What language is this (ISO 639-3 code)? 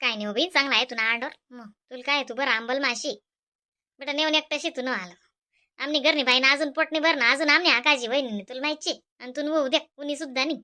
khn